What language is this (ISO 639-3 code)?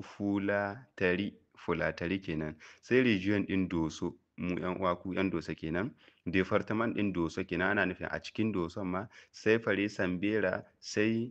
hau